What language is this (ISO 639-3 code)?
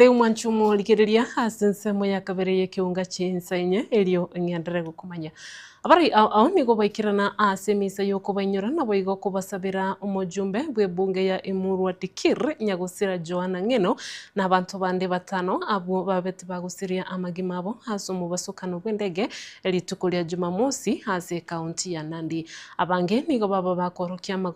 guz